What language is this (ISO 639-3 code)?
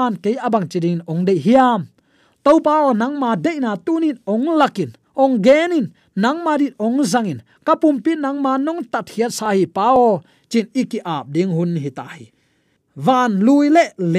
ctd